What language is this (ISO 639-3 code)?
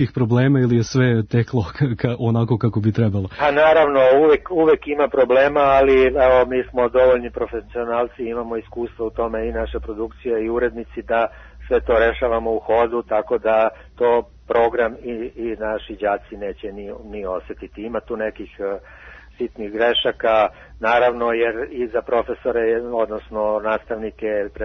srp